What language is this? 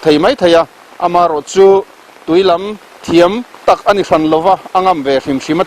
Mizo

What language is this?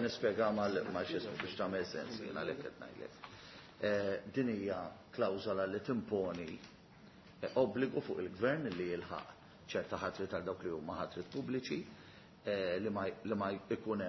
Maltese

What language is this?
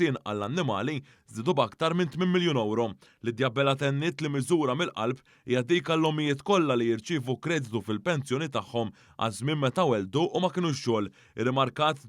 Maltese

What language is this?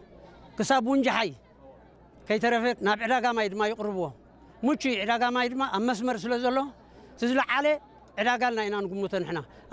Tigrinya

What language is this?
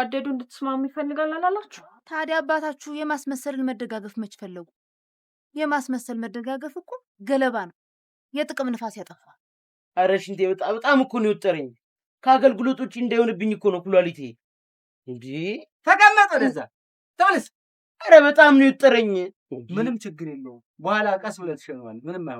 Amharic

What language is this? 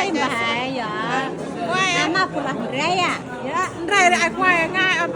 Central Mnong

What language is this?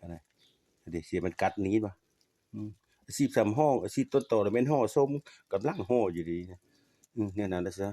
Lao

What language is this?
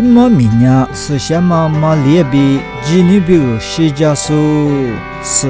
Lisu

